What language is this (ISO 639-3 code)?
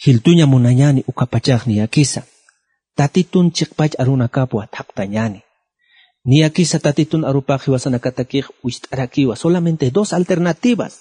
aym